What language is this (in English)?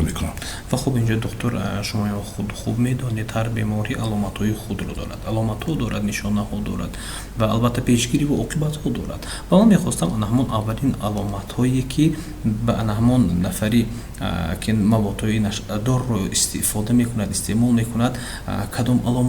Tajik